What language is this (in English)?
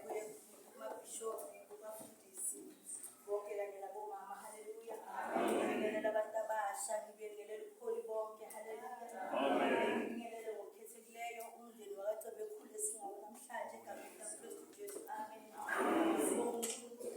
Zulu